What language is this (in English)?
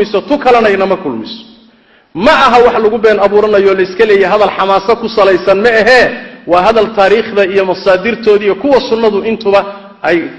Somali